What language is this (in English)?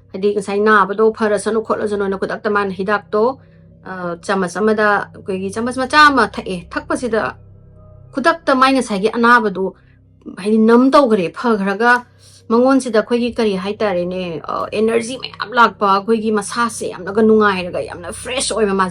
Manipuri